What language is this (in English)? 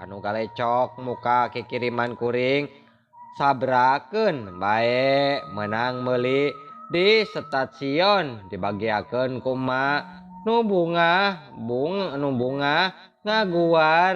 Sundanese